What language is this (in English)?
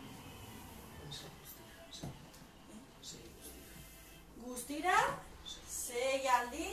Basque